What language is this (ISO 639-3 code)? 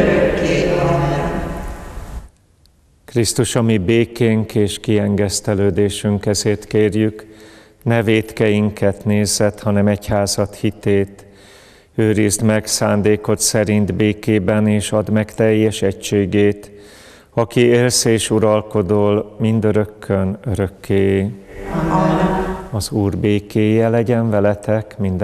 hun